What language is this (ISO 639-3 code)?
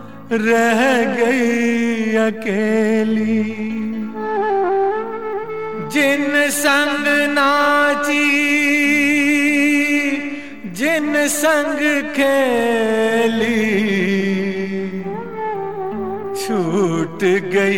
hin